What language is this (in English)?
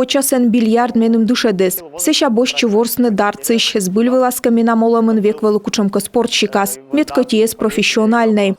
Komi